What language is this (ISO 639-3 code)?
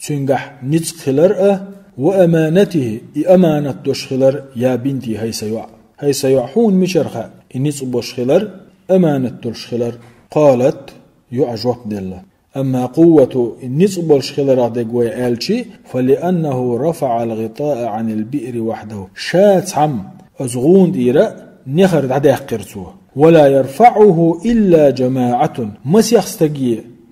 che